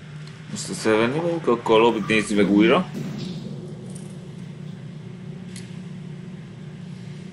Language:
Hungarian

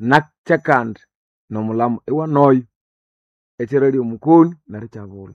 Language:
Nande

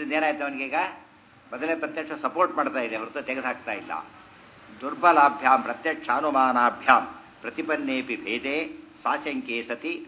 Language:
Kannada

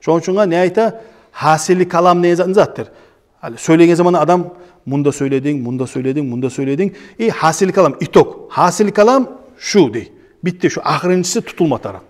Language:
Kumyk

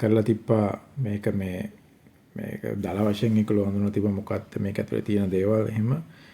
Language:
Sinhala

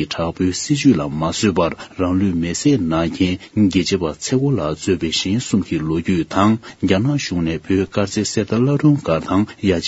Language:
Tibetan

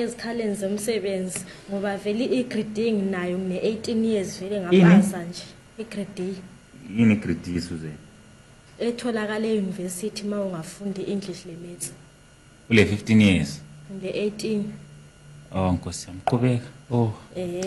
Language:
Zulu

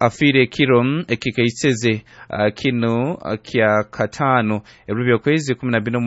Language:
Nyankole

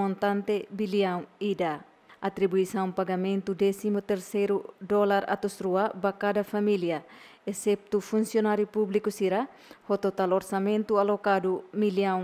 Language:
Tetum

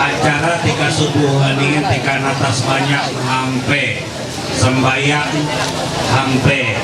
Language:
Ma'anyan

